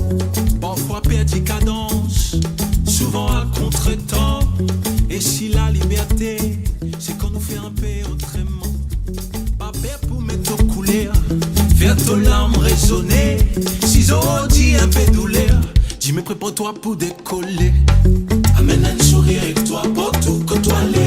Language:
Morisyen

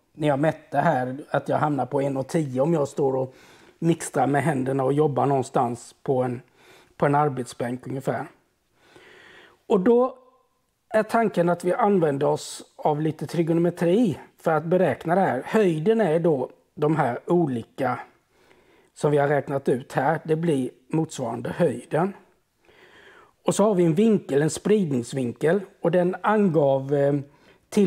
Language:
Swedish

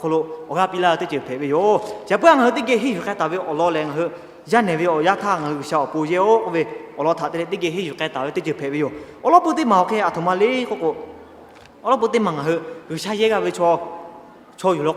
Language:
Lahu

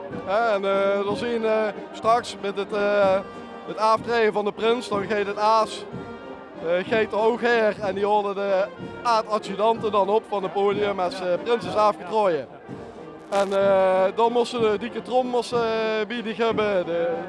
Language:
Limburgish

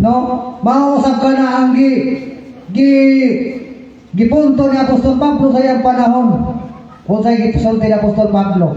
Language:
Cebuano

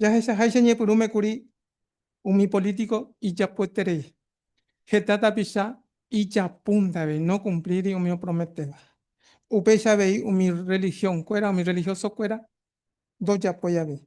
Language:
Guarani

